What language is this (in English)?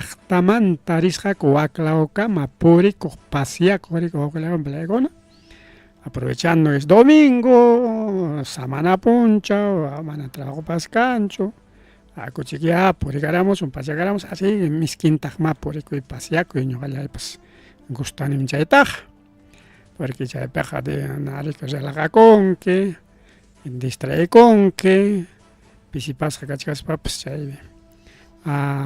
Ayacucho Quechua